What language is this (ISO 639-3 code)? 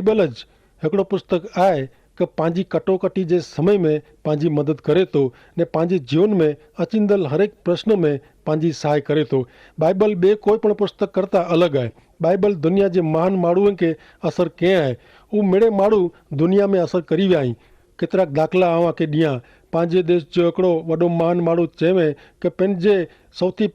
kfr